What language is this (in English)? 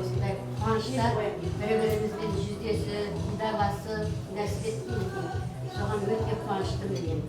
Kara-Kalpak